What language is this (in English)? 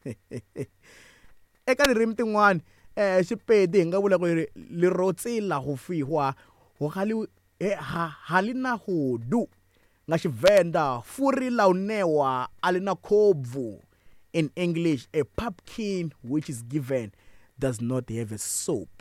Tsonga